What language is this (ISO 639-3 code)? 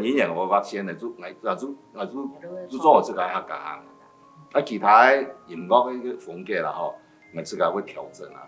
hak